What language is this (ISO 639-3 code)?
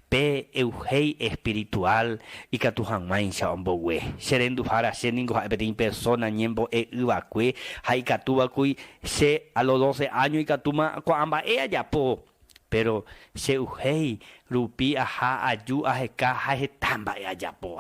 grn